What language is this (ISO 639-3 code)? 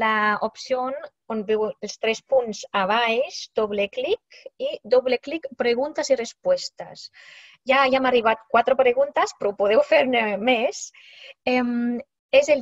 cat